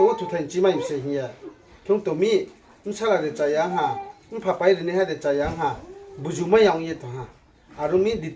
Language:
Riang (India)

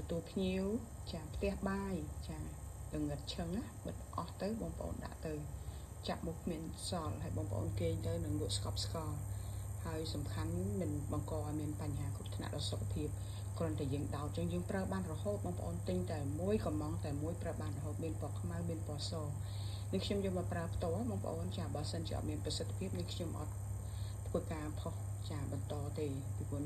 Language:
Khmer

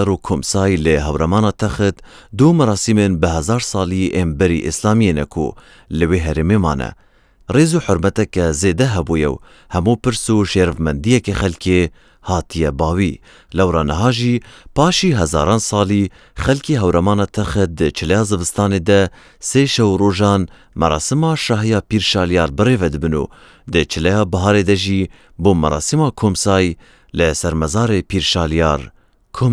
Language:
Kurdish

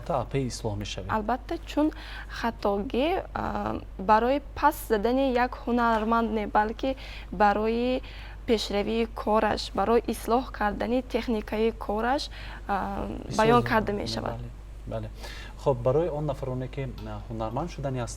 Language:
Tajik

